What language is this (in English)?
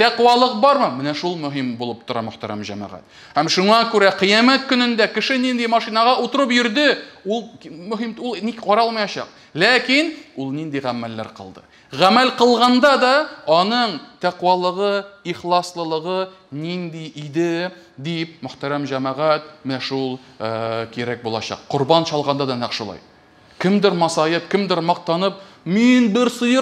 Tatar